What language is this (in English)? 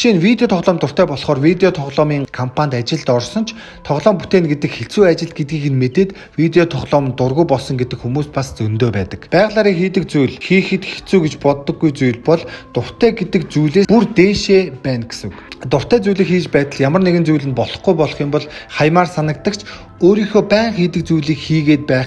Mongolian